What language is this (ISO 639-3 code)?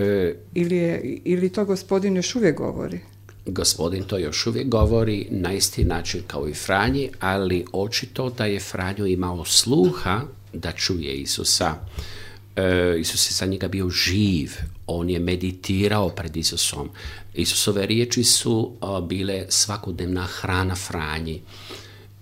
hrv